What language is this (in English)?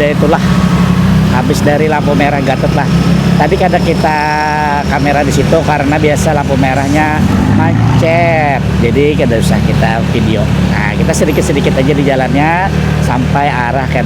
Banjar